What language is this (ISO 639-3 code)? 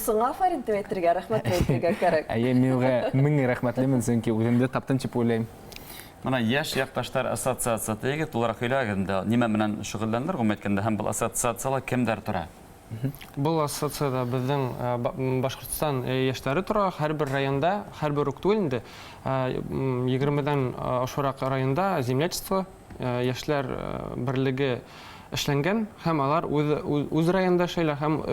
bak